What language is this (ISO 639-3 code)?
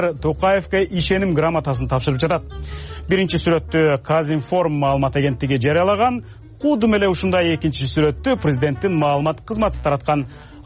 kir